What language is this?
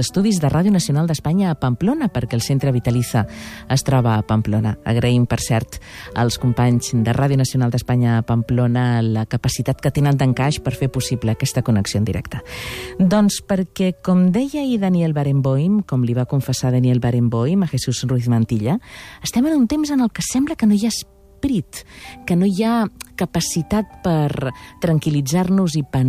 Catalan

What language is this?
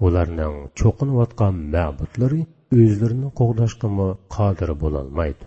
Uyghur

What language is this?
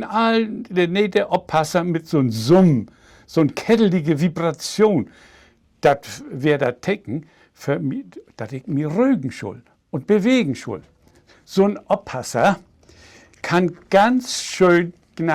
Low German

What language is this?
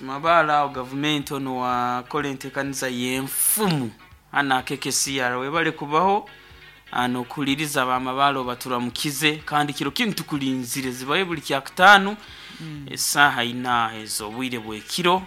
Nyankole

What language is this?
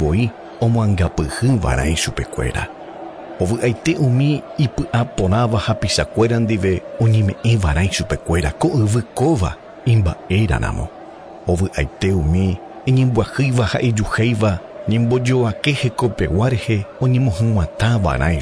Guarani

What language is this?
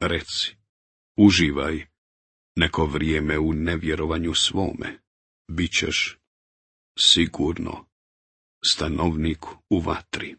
Bosnian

